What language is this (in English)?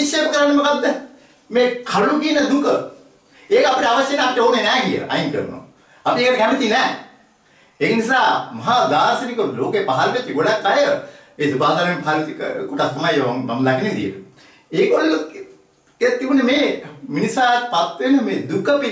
Sinhala